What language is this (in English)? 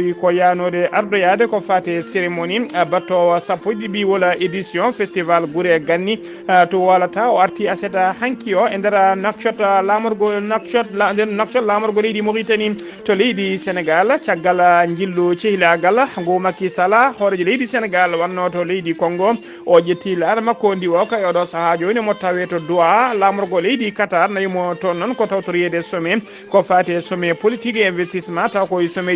Fula